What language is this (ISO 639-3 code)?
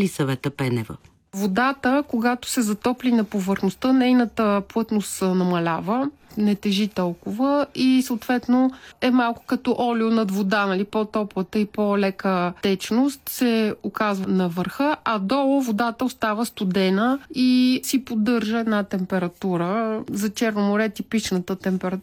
bul